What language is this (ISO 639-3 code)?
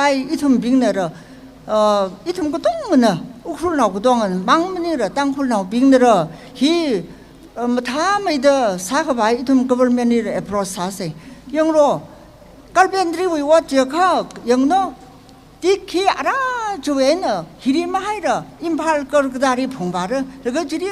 nmf